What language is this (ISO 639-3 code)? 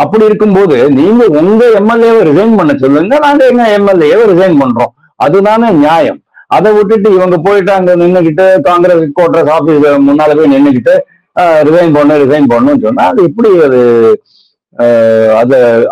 tam